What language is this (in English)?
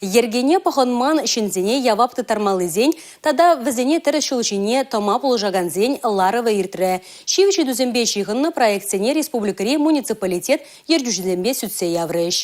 Chuvash